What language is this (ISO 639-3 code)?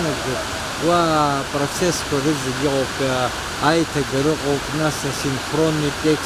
abk